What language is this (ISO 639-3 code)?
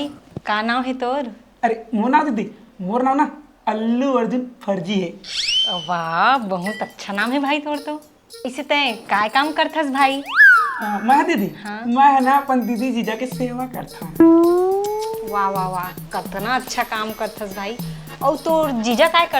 hne